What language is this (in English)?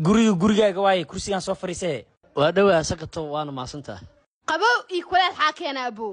Somali